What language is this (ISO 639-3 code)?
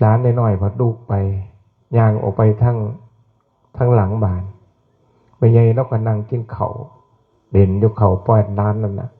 tts